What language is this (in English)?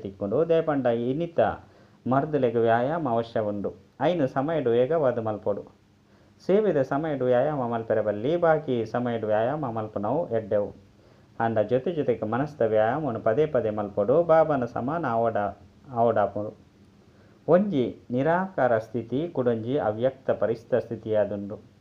Tulu